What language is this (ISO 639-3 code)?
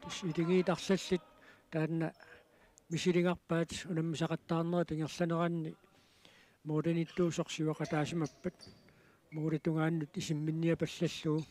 kal